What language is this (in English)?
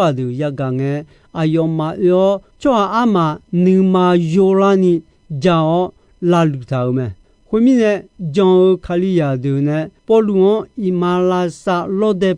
Akha